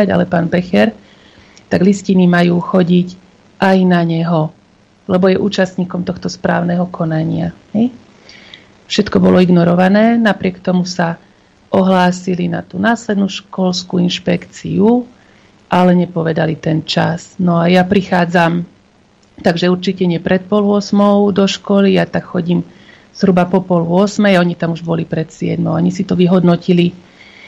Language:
Slovak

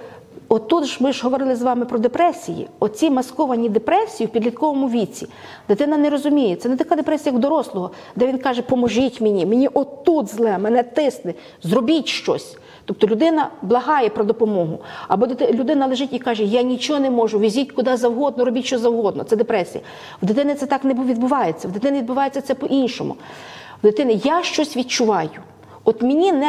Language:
Ukrainian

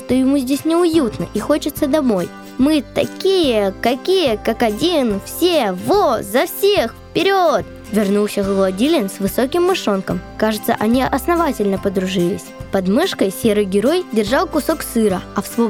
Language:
Russian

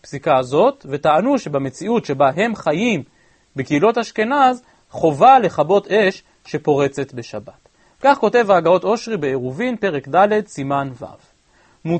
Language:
Hebrew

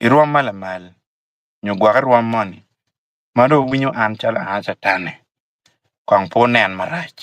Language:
Acoli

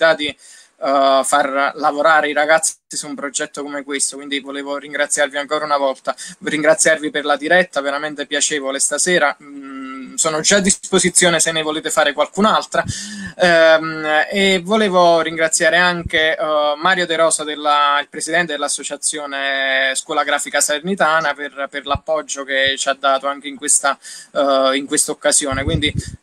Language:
Italian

